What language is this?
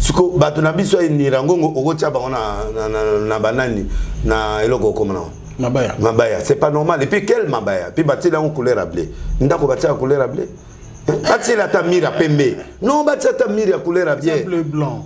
Lingala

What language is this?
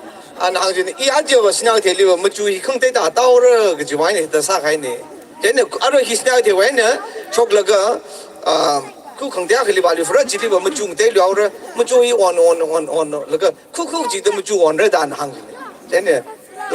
Tangkhul Naga (India)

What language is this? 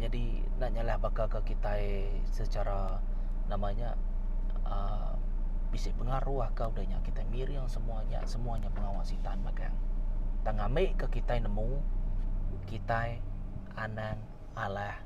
Iban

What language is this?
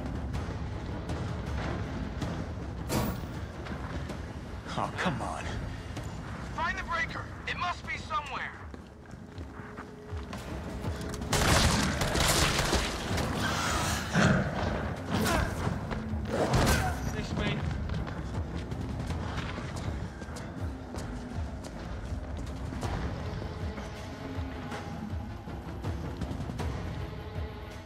Slovak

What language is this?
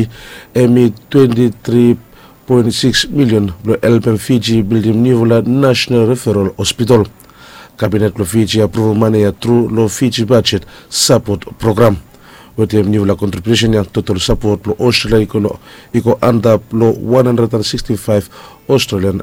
Bislama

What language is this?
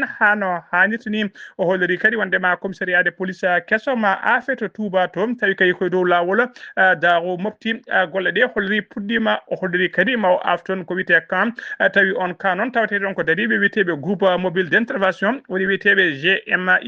Fula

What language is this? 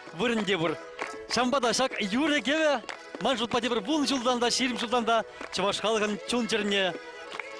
Chuvash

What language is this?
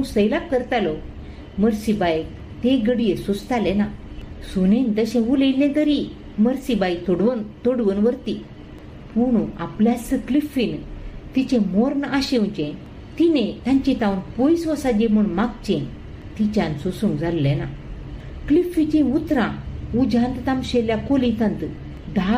Konkani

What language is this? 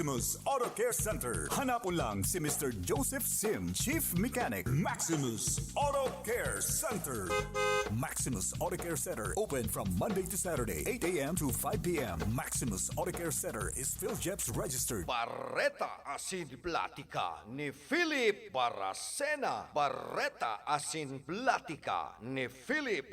Bikol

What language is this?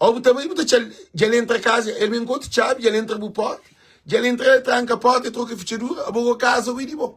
Kabuverdianu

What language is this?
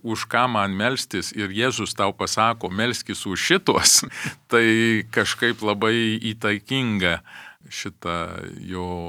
Lithuanian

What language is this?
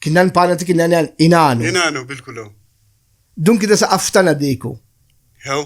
Brahui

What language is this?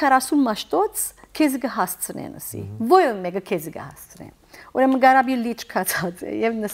Western Armenian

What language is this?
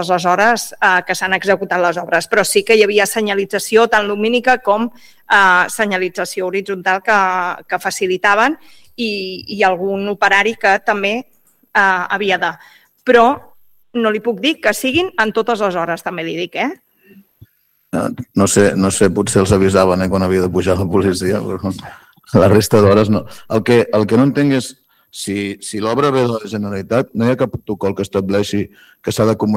Catalan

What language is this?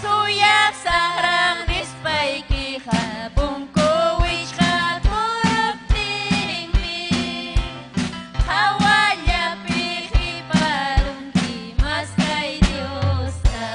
Ayacucho Quechua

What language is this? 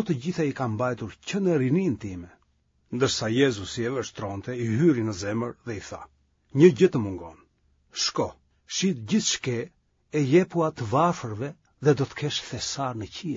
Albanian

